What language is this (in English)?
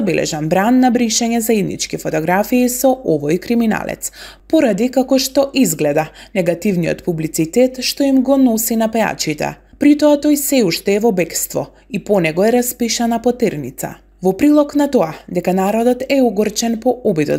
Macedonian